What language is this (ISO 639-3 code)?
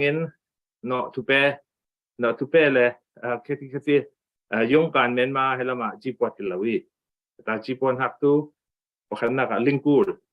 cfm